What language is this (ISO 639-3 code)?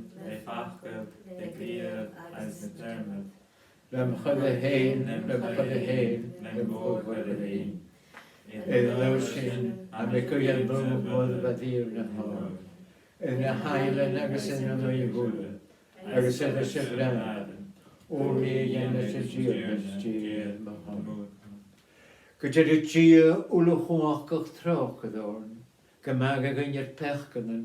gla